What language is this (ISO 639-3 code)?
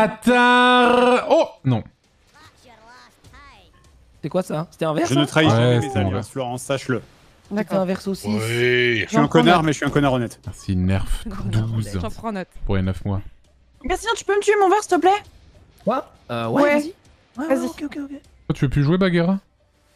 fra